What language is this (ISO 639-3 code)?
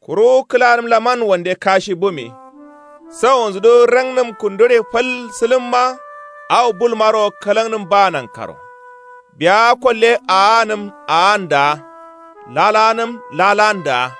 kau